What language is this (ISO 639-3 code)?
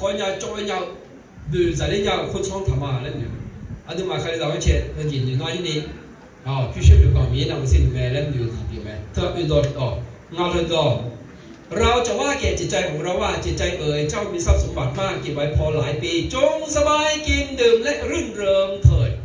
ahk